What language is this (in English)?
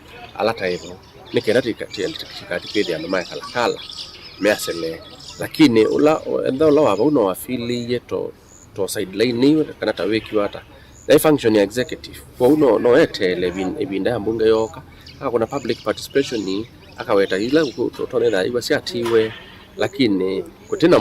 Kamba